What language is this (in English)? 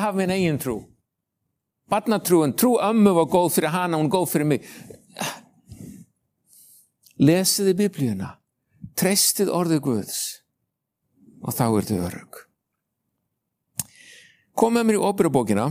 Icelandic